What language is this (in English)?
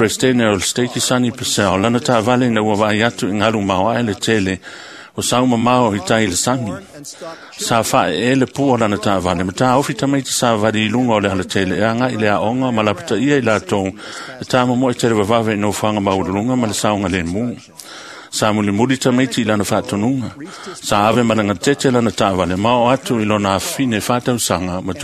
Samoan